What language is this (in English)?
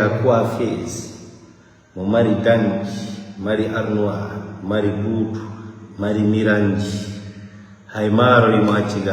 Fula